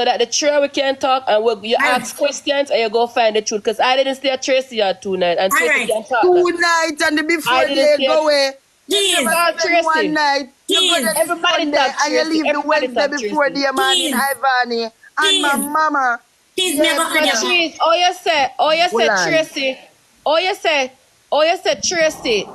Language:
Jamaican Creole English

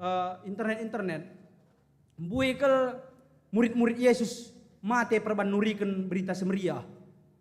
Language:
Batak Karo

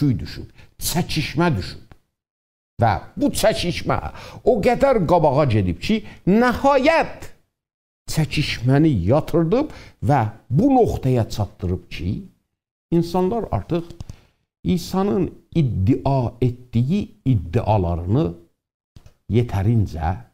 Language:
South Azerbaijani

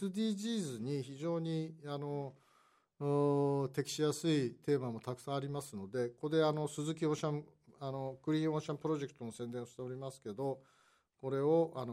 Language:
Japanese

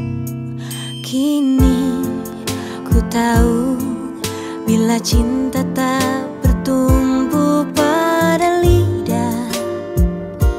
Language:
Indonesian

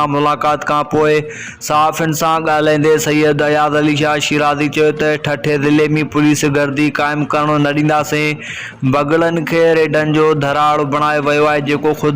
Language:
Sindhi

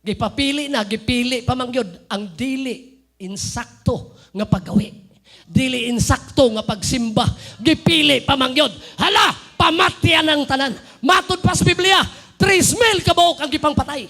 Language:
Cebuano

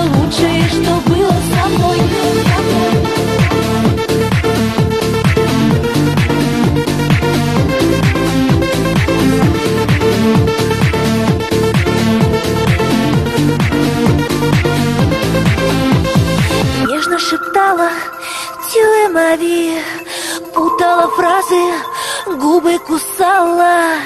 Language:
Russian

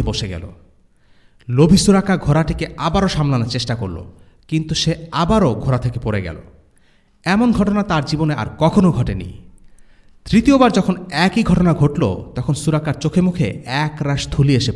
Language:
Bangla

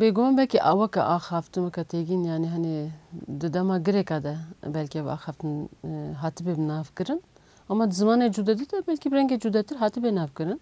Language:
Kurdish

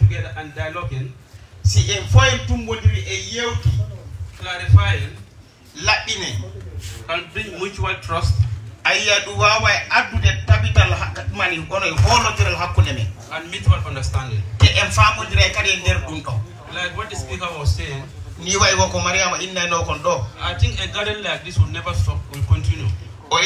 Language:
Fula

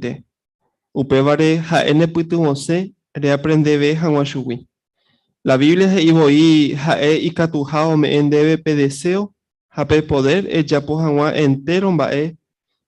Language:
Guarani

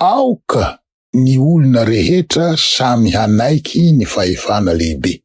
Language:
Malagasy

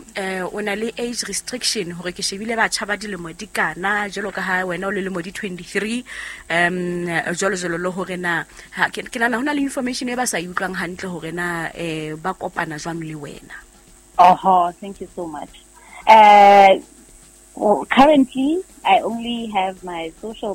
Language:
Southern Sotho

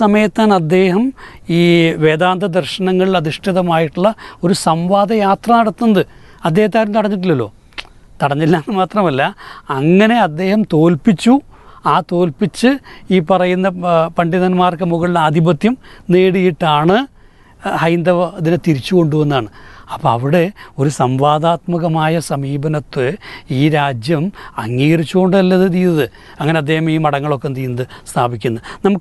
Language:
Malayalam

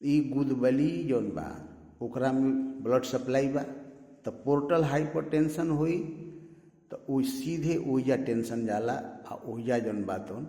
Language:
Bhojpuri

